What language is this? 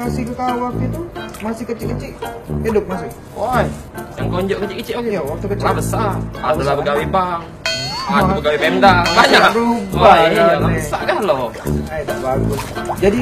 Musi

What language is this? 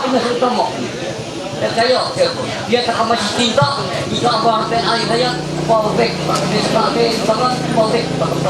Ma'anyan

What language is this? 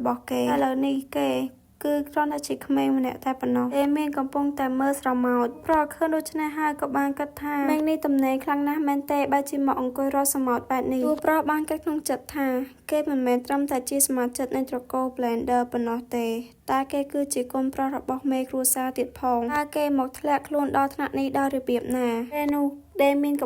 Khmer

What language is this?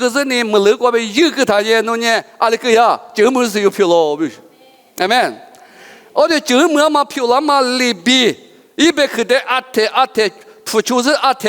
Lisu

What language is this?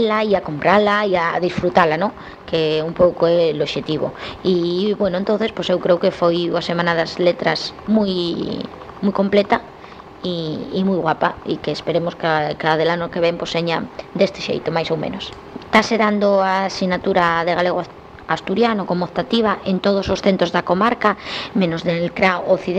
Galician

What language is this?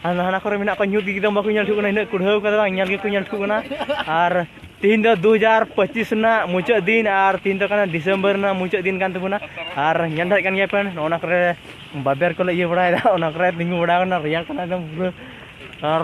Santali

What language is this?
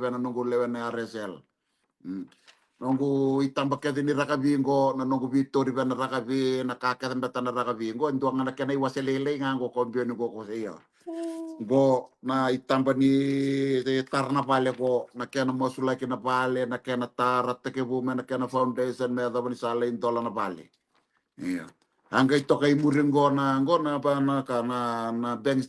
Fijian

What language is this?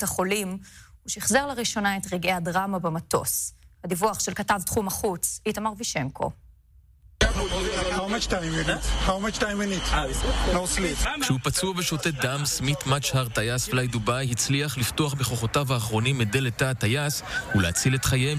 Hebrew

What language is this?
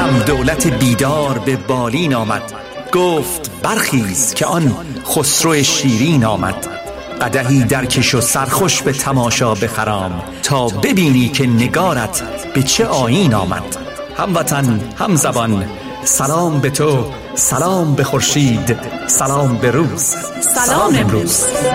Persian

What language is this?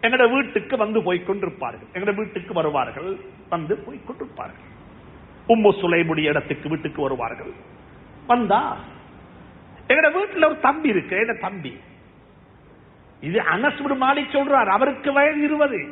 Tamil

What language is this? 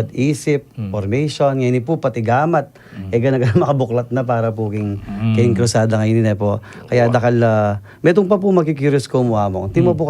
Pampanga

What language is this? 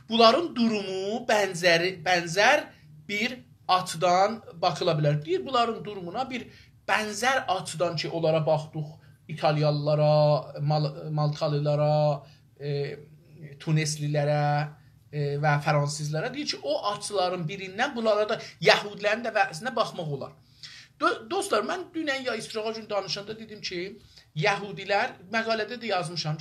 South Azerbaijani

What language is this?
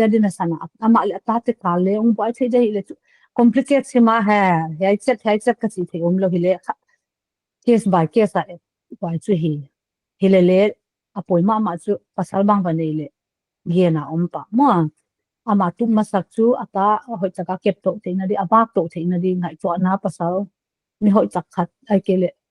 Paite Chin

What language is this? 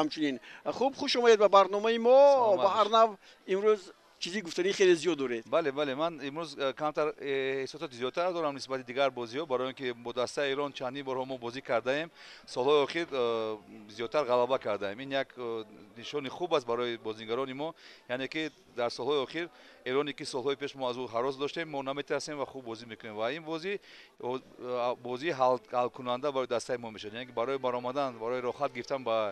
Tajik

